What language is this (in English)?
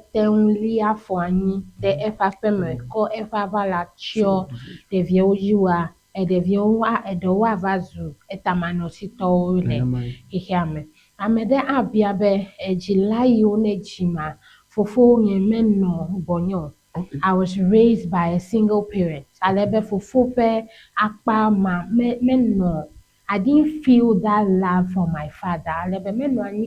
Ewe